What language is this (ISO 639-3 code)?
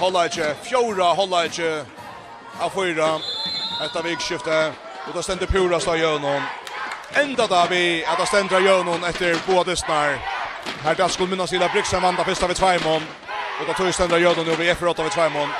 fao